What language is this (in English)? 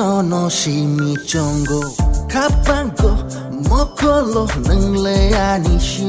Kok Borok